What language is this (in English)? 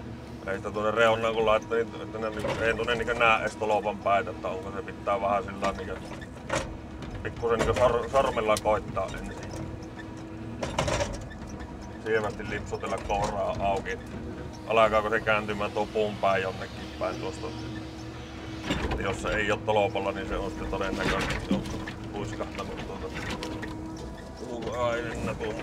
Finnish